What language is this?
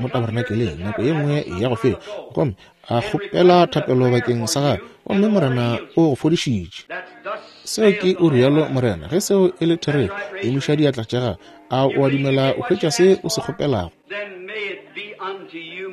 Northern Sotho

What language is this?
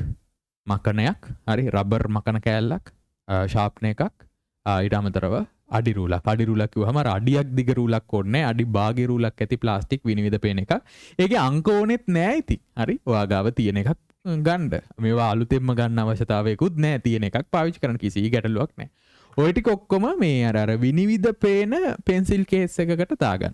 Sinhala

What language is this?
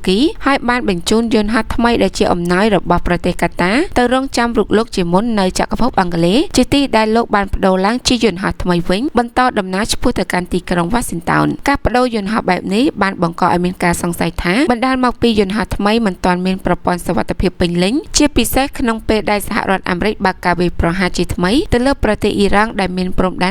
Khmer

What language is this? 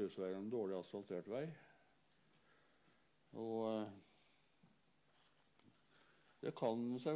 Norwegian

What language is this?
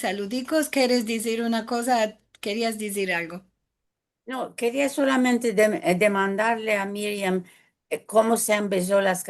Ladino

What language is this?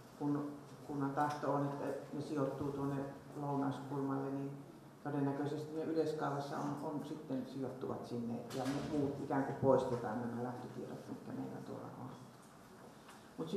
Finnish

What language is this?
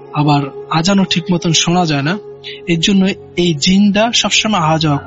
Bangla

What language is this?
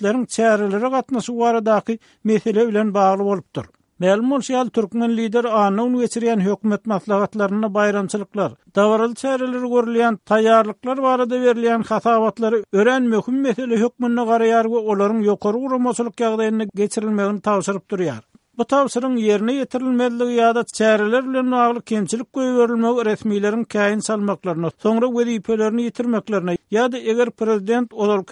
Turkmen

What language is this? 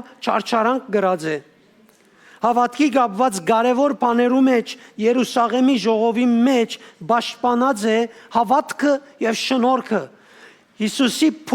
Western Armenian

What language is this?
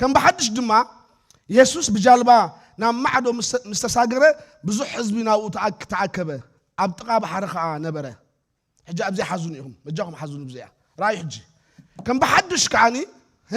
Tigrinya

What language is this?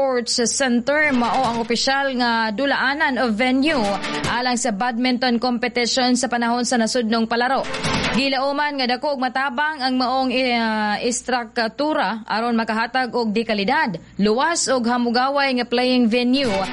Cebuano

